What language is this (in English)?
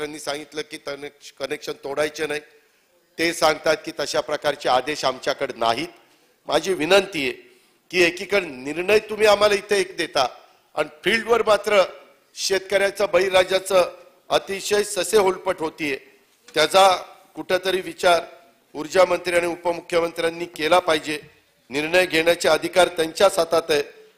Marathi